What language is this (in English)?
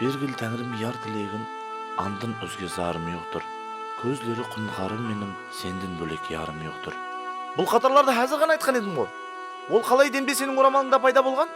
Kara-Kalpak